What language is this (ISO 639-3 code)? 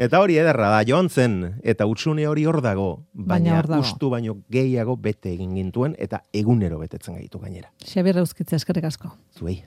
eus